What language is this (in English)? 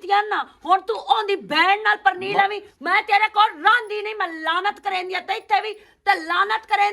Western Panjabi